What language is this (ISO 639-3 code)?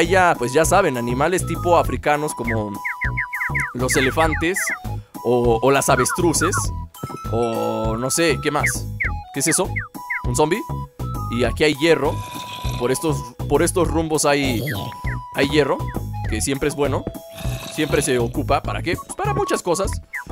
spa